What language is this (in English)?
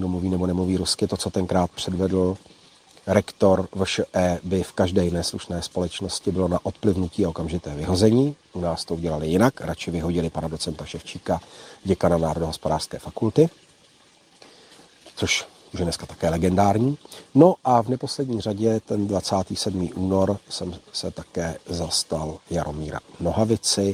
Czech